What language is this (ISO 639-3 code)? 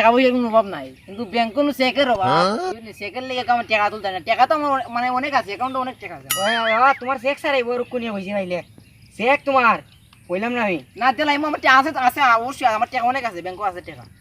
syl